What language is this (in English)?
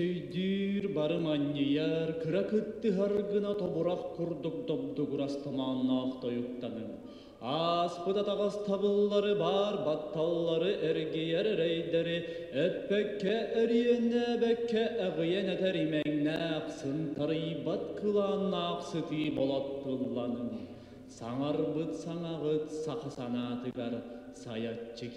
Yakut